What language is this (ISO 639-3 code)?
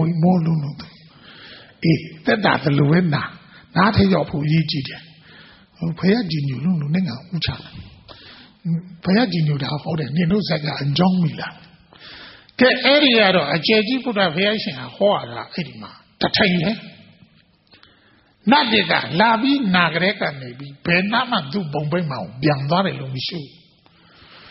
mya